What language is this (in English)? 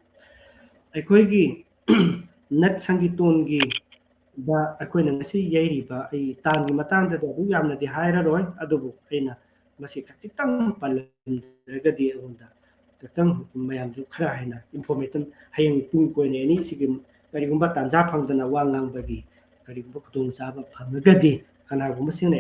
Manipuri